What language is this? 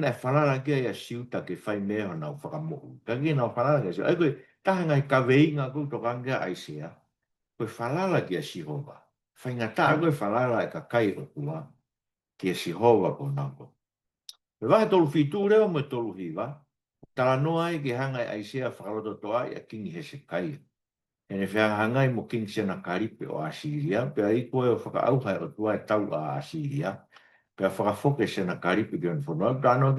Tongan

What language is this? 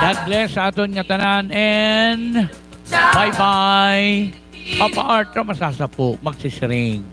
Waray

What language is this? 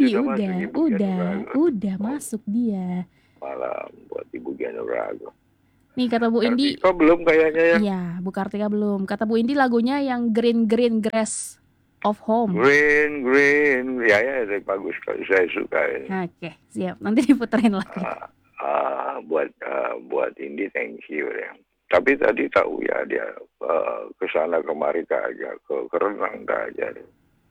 Indonesian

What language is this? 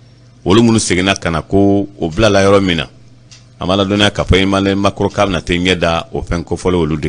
Bambara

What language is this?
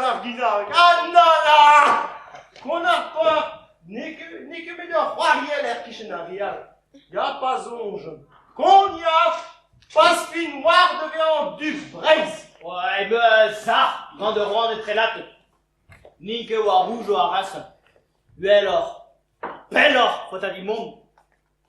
Breton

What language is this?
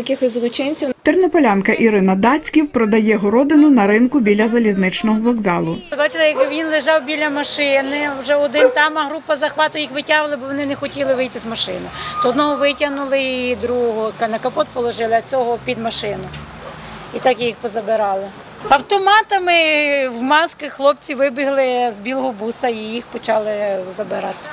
Ukrainian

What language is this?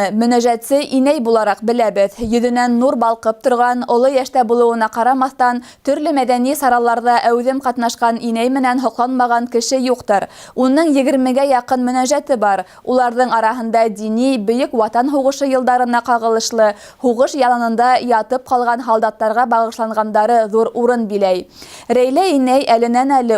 Bashkir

